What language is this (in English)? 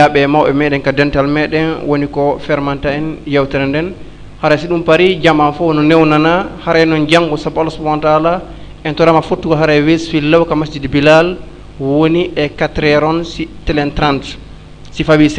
Fula